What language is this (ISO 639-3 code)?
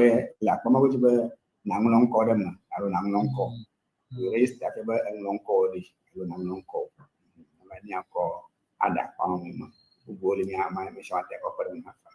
ewe